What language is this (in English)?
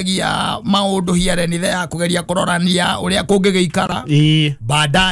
Kikuyu